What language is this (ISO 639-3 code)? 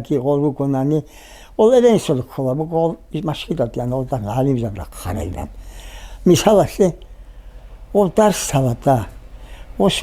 ava